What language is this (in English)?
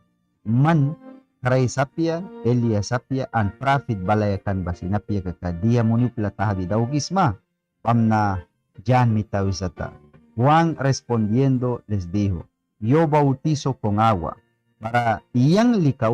Mískito